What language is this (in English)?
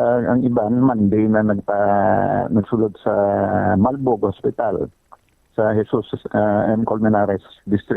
Hiligaynon